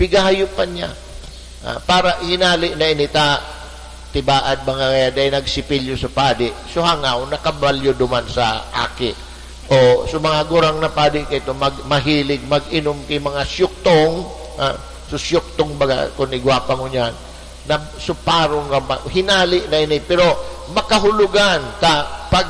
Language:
Bikol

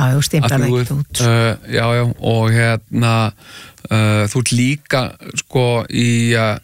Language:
Icelandic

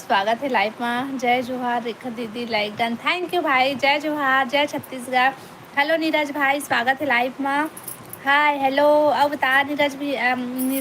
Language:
Chhattisgarhi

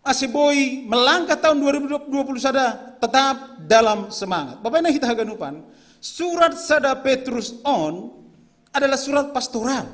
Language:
Batak Simalungun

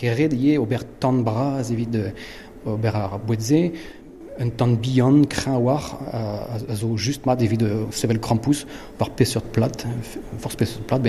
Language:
Breton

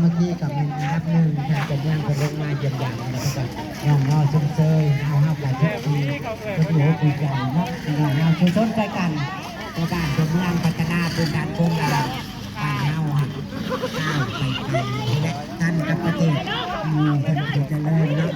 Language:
Northeastern Thai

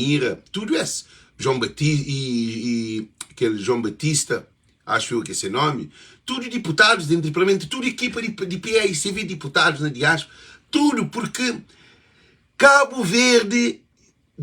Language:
Kabuverdianu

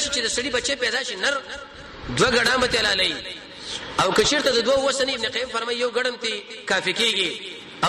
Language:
Pashto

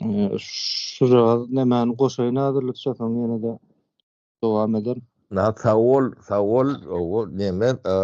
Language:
Turkmen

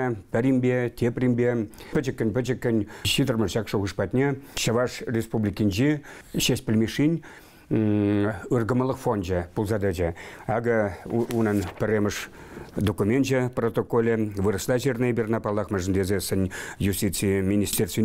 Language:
Chuvash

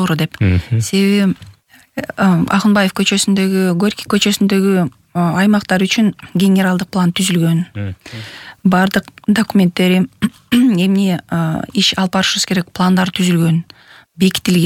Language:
Kyrgyz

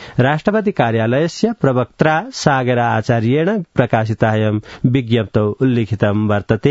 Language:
Sanskrit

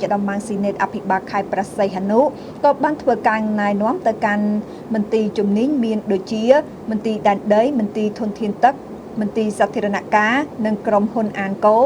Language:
Khmer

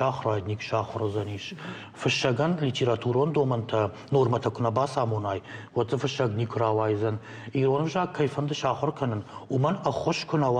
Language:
Ossetic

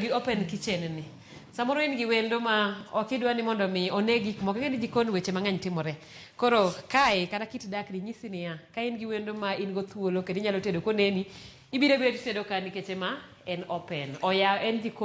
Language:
Luo (Kenya and Tanzania)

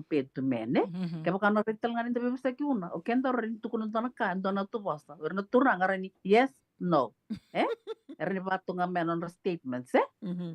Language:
Fijian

